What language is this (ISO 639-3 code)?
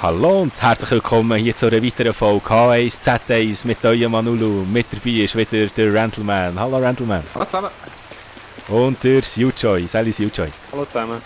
gsw